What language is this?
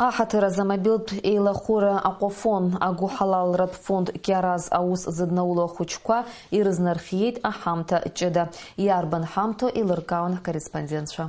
Abkhazian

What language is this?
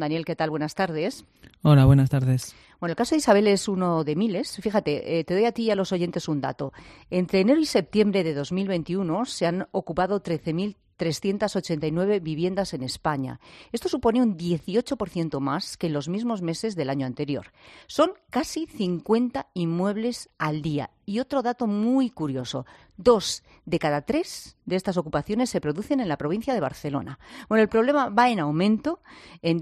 Spanish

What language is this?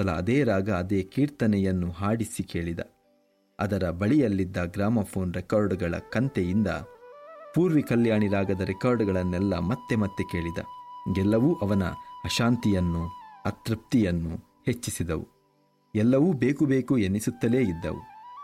Kannada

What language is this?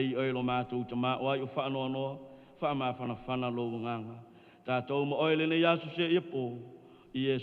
Samoan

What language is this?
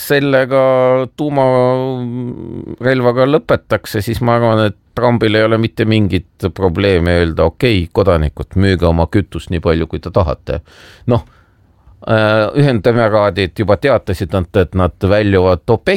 Estonian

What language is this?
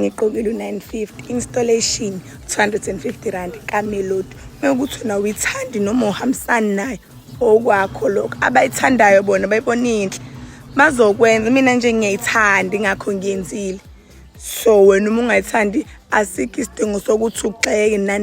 Zulu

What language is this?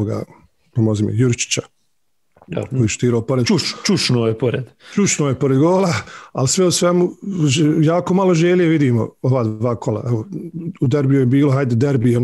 Bosnian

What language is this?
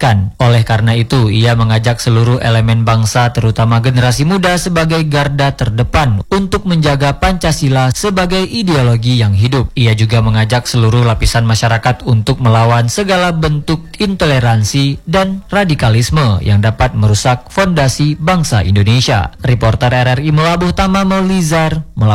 Indonesian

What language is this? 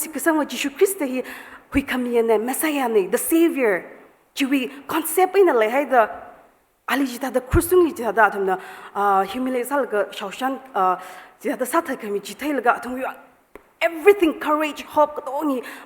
Tangkhul Naga (India)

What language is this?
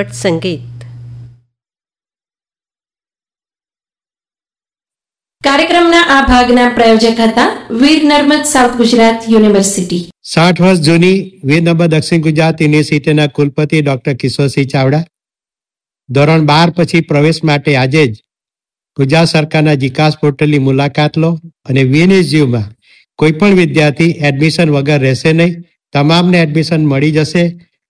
Gujarati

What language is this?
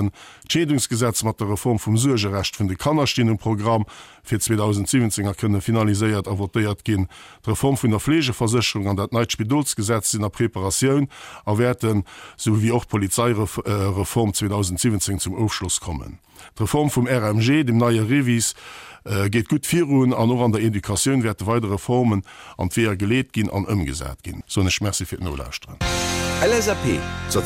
Luxembourgish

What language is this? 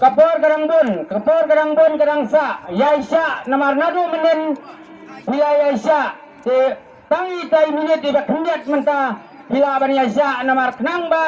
Khasi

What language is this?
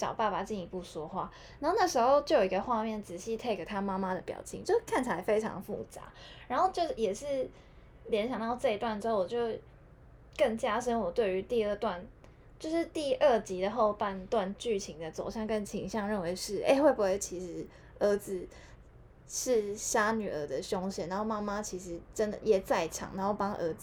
Chinese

